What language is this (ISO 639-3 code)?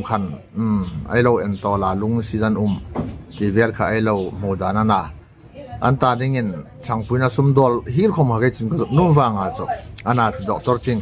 hmr